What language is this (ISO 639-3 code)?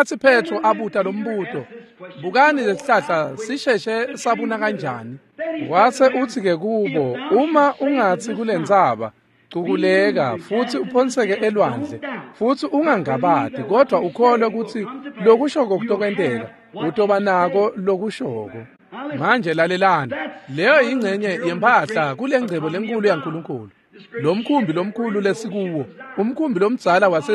ssw